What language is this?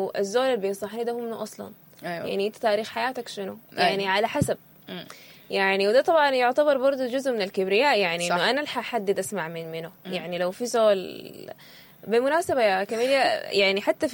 Sudanese Arabic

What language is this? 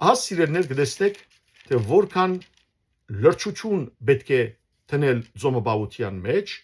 Western Armenian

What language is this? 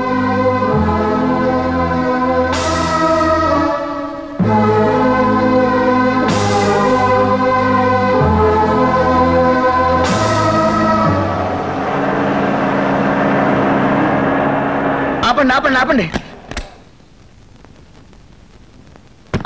Telugu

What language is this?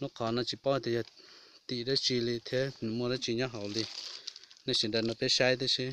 Hmong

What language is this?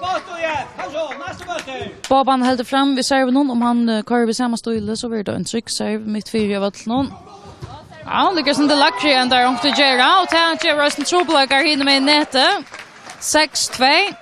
Faroese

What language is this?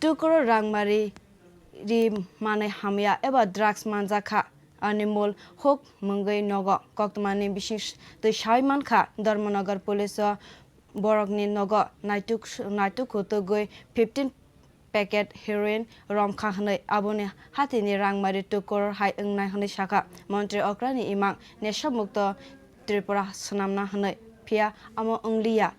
Kok Borok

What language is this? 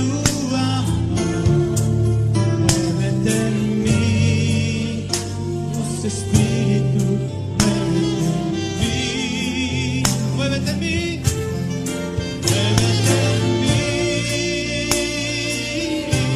Spanish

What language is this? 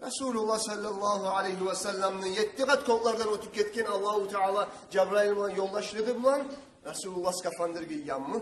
Kumyk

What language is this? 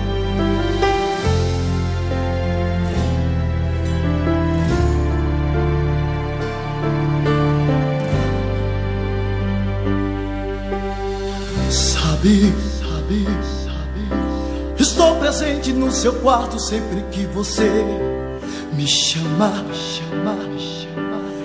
Portuguese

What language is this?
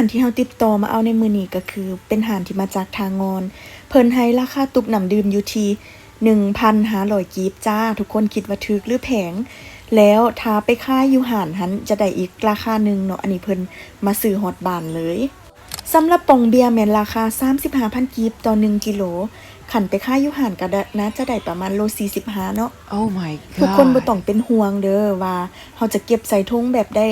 Lao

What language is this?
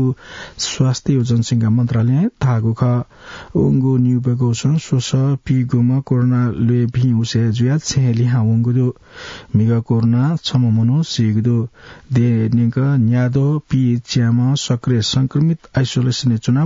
Newari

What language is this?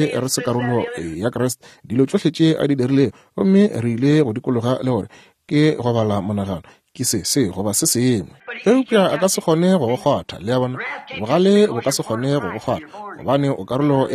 Northern Sotho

